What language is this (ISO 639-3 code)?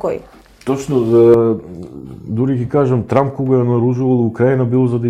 mkd